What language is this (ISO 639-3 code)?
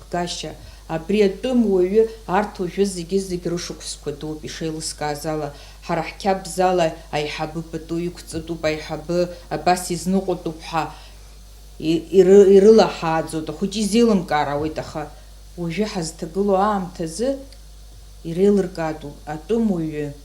abk